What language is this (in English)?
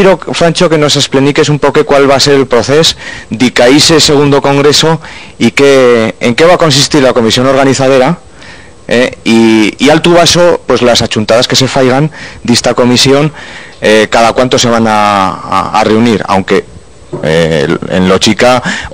Aragonese